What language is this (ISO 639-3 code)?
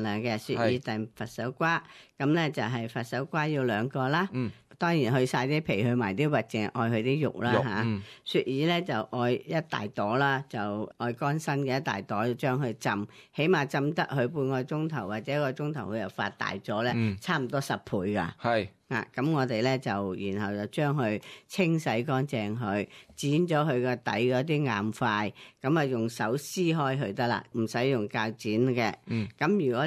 yue